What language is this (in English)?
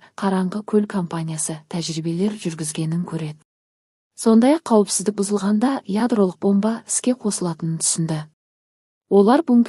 Kazakh